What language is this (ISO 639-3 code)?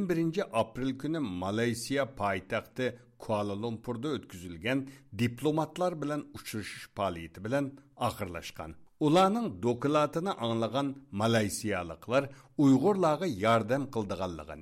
uig